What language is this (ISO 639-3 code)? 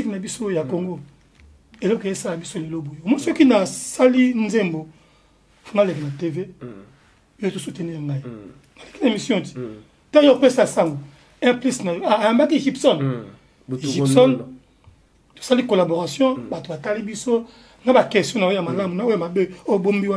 lin